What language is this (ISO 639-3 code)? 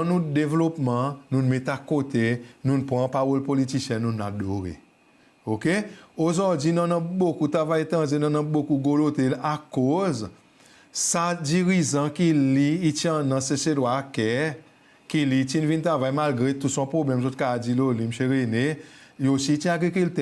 crs